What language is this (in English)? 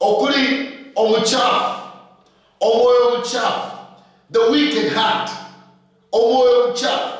Luyia